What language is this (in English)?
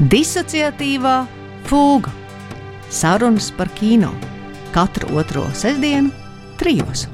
Latvian